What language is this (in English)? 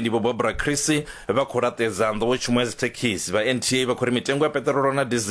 Venda